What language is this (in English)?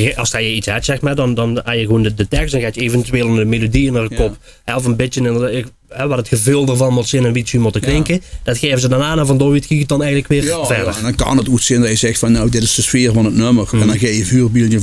Limburgish